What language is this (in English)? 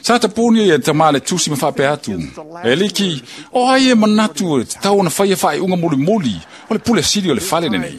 Samoan